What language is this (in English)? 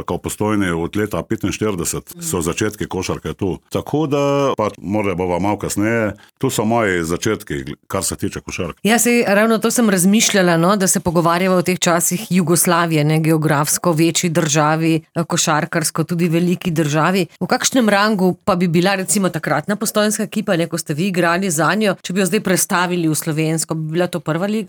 Slovenian